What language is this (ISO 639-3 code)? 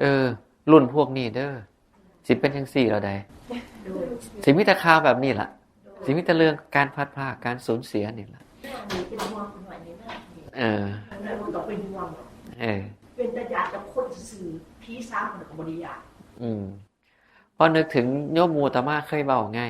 tts